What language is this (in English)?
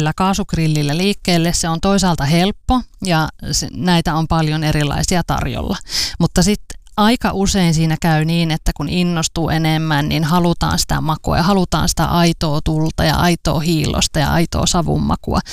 Finnish